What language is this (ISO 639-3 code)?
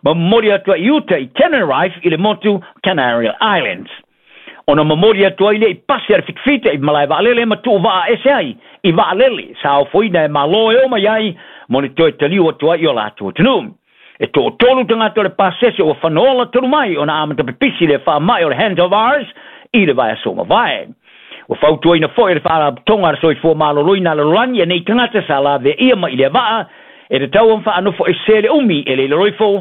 smo